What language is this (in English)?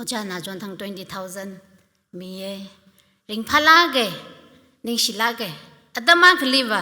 Tangkhul Naga (India)